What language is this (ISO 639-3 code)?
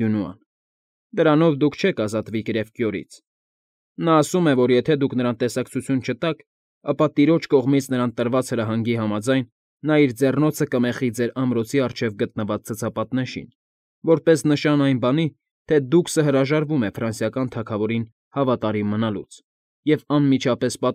hye